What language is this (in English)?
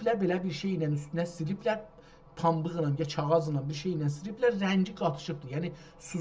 South Azerbaijani